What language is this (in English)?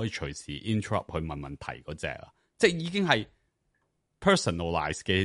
Cantonese